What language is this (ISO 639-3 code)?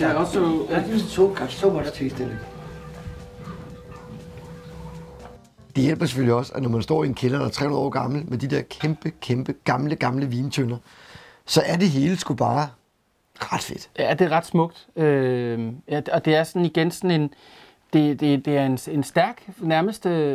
dan